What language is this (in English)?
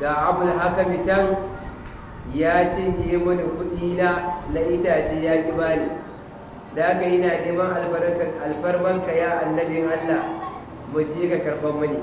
Hausa